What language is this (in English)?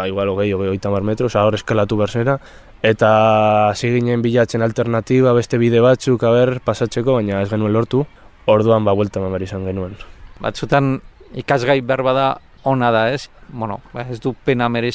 Basque